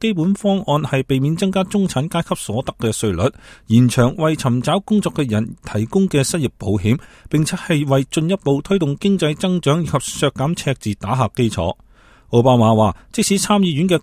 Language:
Cantonese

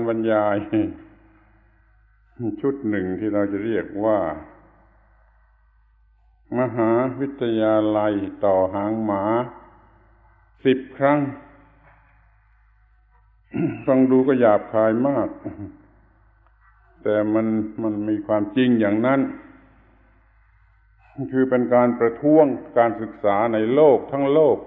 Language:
Thai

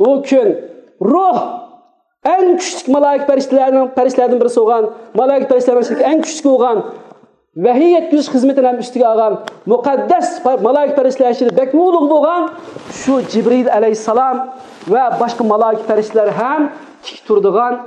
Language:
Uyghur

